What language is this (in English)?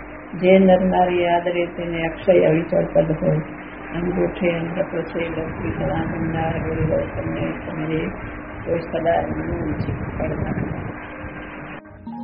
Gujarati